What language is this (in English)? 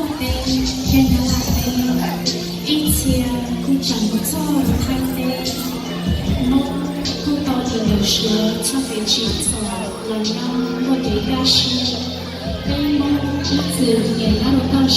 Hmong